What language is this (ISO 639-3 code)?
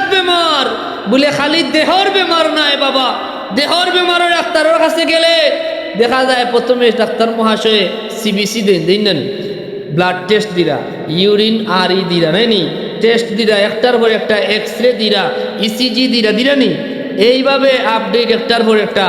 syl